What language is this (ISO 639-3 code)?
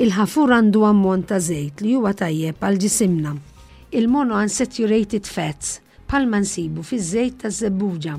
mlt